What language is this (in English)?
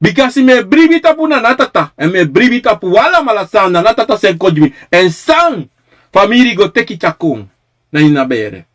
Sranan Tongo